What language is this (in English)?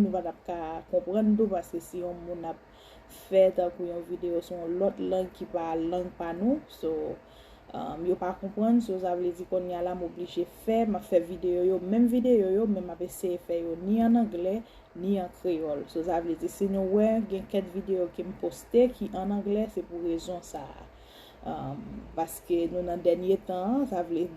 Haitian Creole